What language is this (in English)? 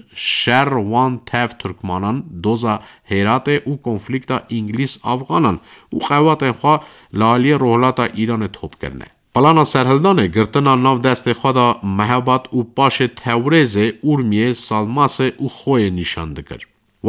Kurdish